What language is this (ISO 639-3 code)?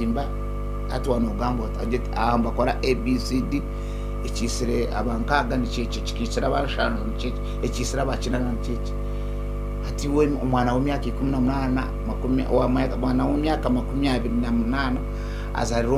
nyn